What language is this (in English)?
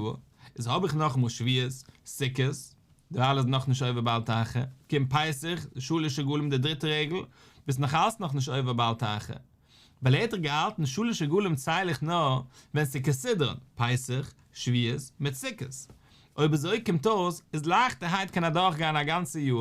Yiddish